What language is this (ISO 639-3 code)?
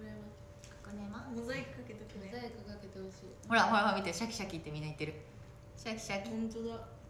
jpn